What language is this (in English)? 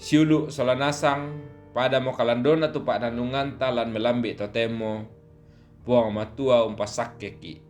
Toraja-Sa'dan